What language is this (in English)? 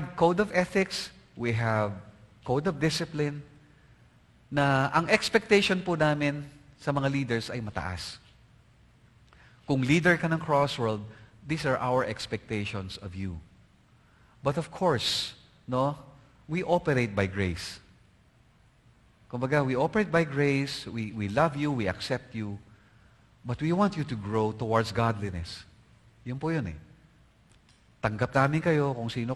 Filipino